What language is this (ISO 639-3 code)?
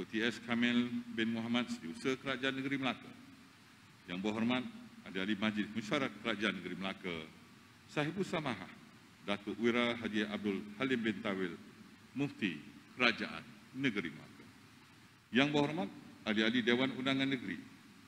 msa